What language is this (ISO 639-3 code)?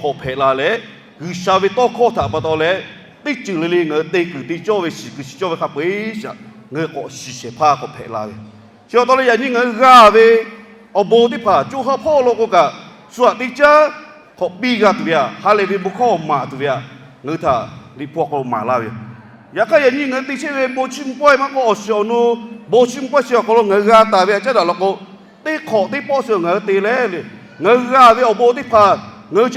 lhu